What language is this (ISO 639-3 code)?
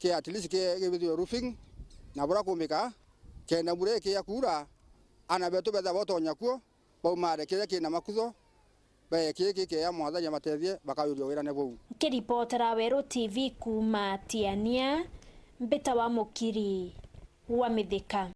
mer